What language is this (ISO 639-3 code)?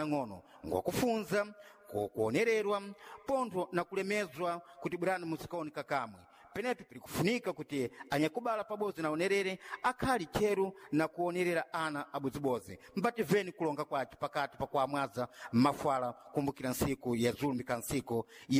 seh